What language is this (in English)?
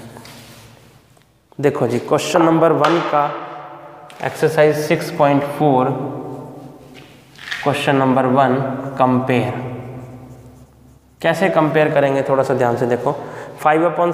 Hindi